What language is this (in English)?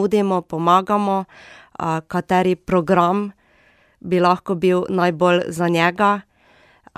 Slovenian